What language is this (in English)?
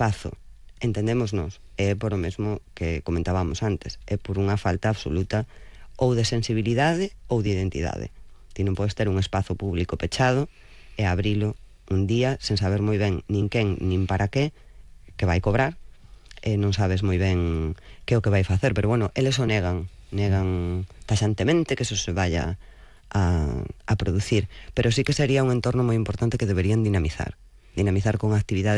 Galician